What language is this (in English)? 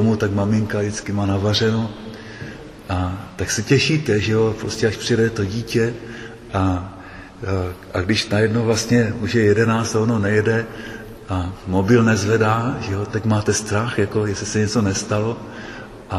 Czech